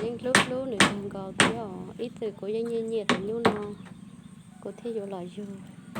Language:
Hmong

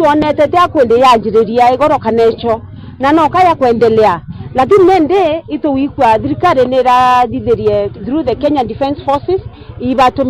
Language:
Meru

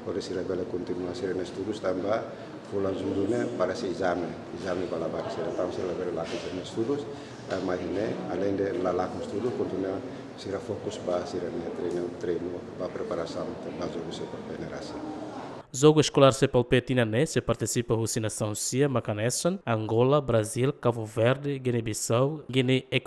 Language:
Tetum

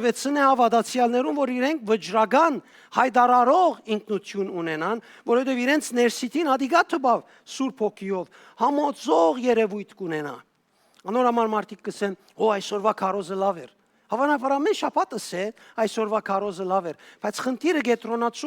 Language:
Western Armenian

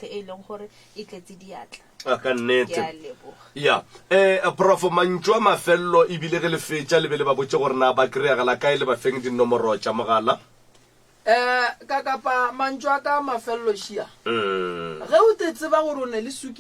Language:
Northern Sotho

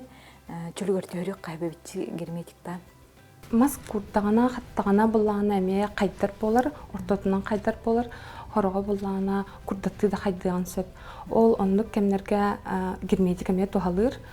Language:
Yakut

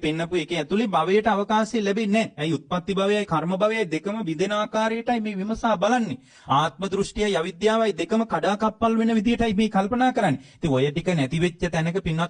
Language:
Sinhala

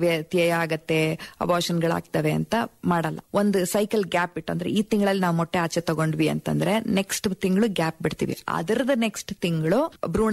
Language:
Kannada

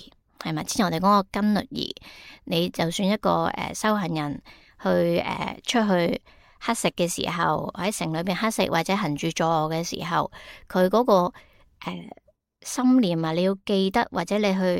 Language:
Cantonese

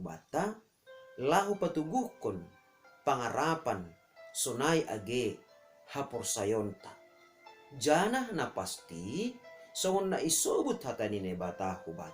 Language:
Batak Simalungun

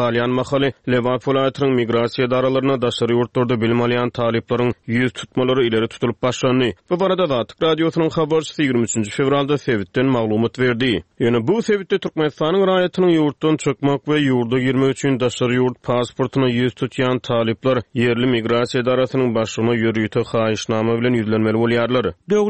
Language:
Turkmen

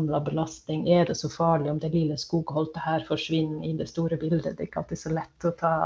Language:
Norwegian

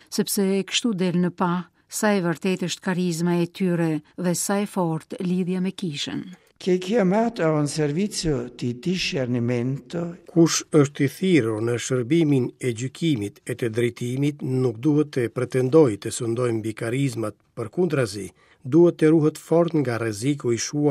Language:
Albanian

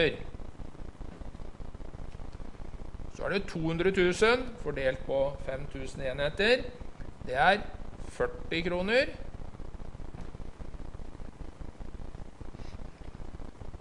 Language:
Norwegian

